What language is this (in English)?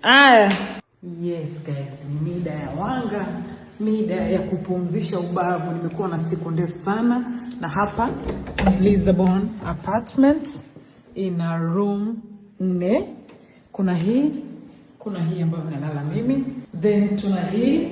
Swahili